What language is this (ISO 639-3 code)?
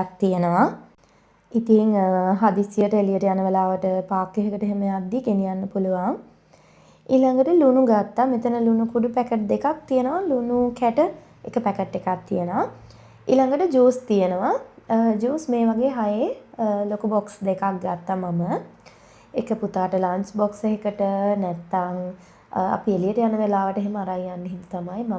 sin